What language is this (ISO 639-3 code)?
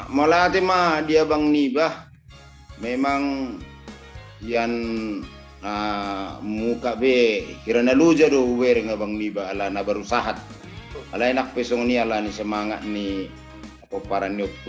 bbc